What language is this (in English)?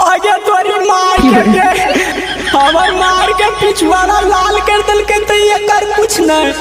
Magahi